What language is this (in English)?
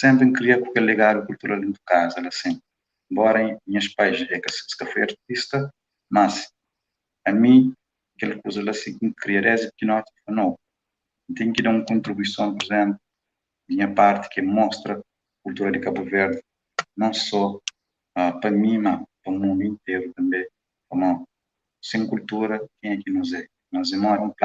Kabuverdianu